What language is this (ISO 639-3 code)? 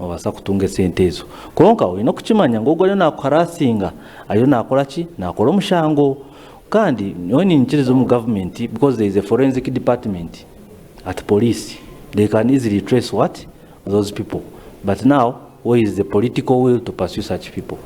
nyn